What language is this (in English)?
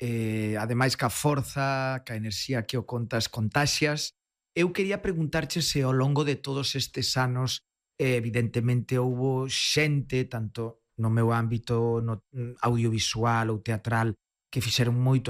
Galician